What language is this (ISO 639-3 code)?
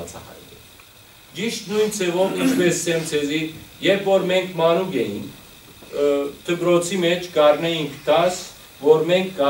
hyw